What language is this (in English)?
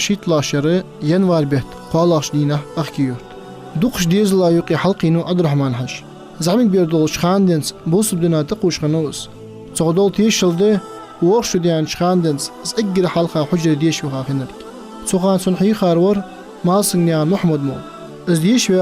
Ingush